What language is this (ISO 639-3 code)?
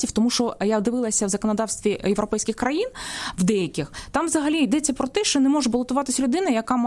ukr